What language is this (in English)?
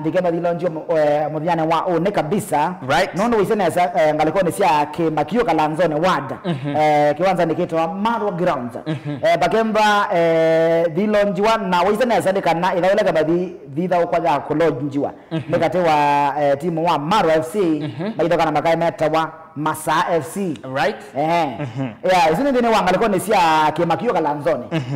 Kamba